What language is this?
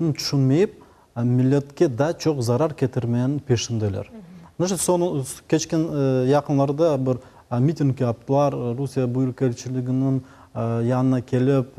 Crimean Tatar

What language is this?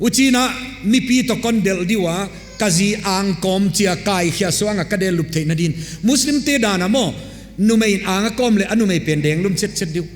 Paite Chin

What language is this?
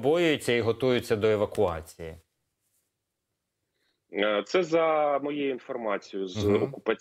Ukrainian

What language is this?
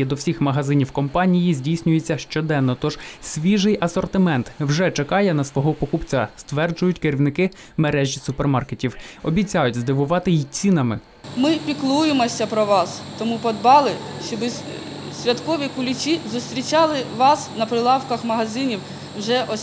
Ukrainian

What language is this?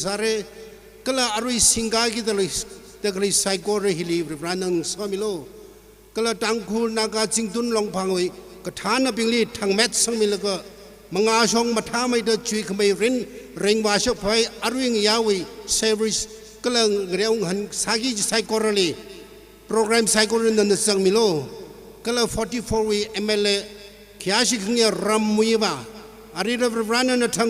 Tangkhul Naga (India)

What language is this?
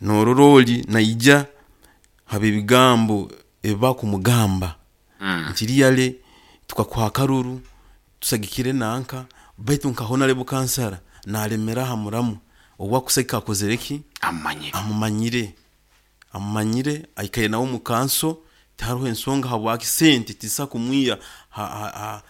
Nyankole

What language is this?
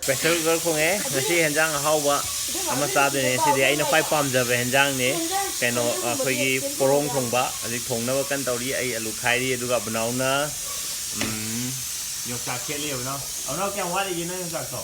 Manipuri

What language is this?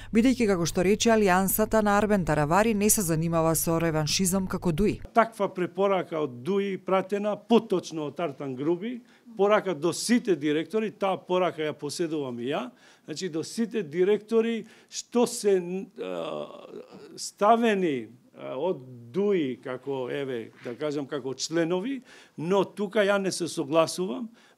Macedonian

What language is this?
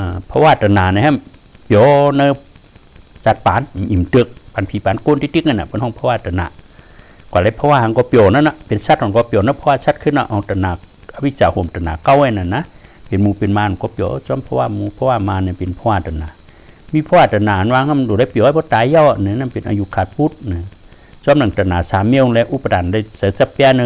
Shan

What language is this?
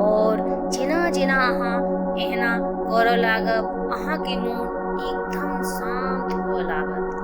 Maithili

